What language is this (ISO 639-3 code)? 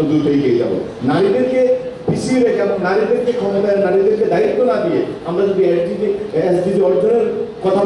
ben